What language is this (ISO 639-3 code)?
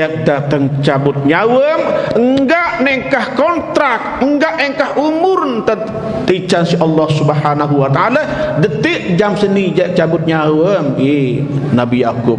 sas